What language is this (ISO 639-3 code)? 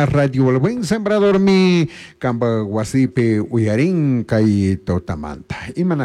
qug